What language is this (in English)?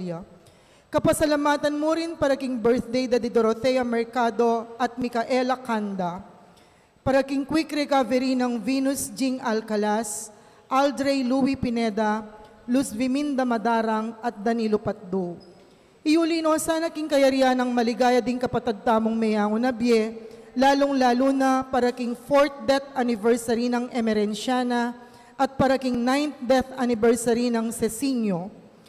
Pampanga